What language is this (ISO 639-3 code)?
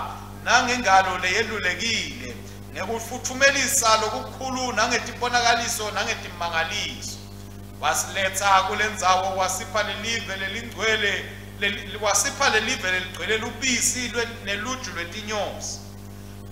ssw